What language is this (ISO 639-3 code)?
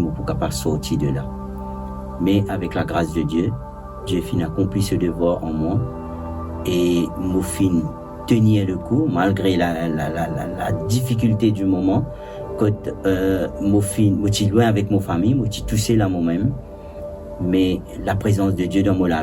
mfe